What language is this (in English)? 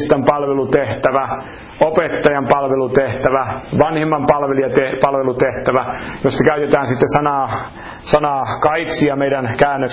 Finnish